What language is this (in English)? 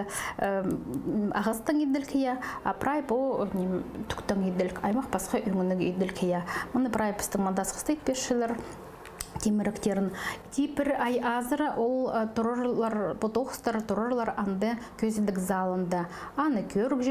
Khakas